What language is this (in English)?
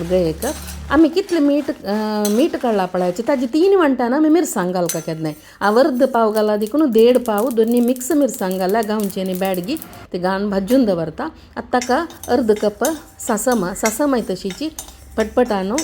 Konkani